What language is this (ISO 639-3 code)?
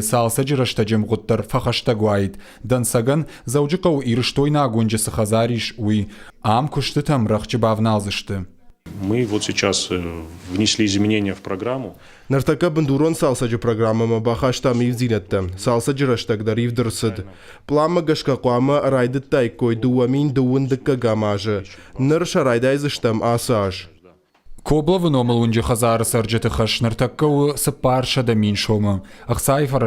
oss